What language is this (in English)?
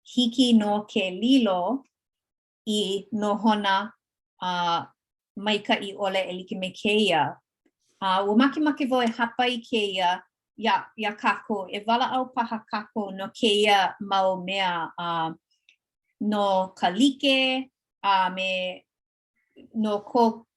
Hawaiian